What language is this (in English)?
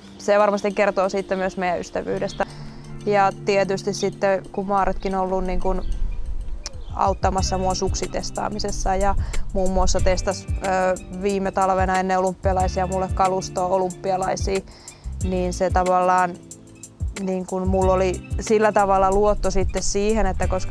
Finnish